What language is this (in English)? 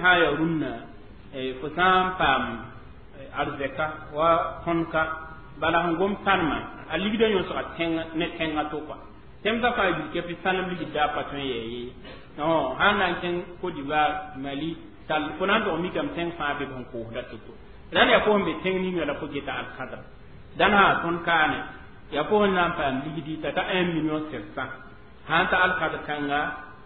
Mossi